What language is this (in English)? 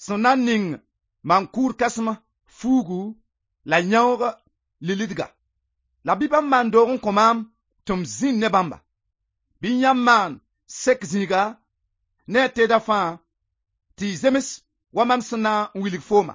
Mossi